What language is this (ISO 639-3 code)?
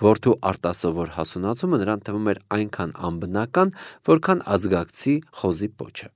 hye